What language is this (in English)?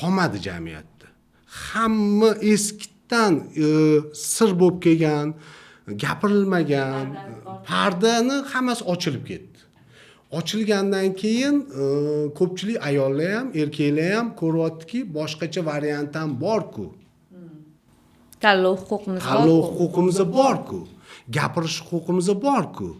Uzbek